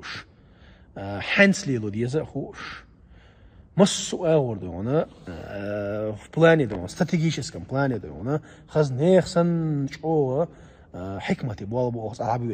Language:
Chechen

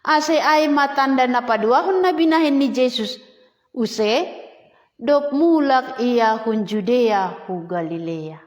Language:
Batak Simalungun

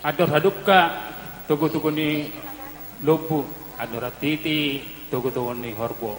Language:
Batak Toba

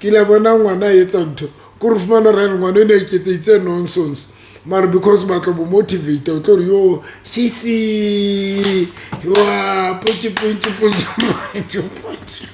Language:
Southern Sotho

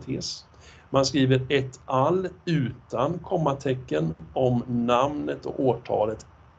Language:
Swedish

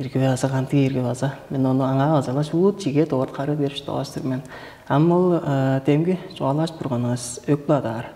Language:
Tuvinian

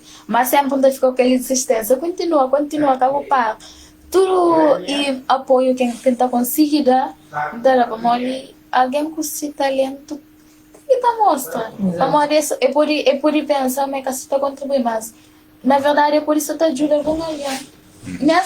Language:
Kabuverdianu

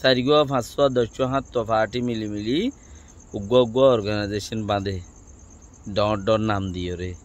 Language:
Rohingya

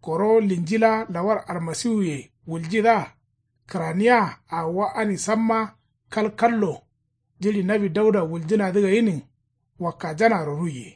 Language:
Kanuri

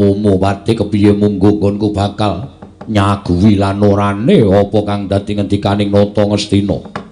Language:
Javanese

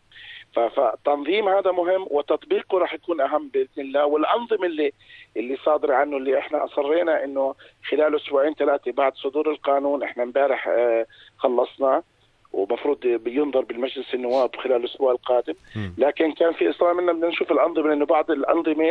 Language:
North Levantine Arabic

